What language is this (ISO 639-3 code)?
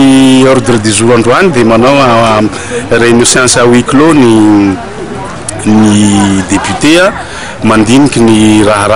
mlg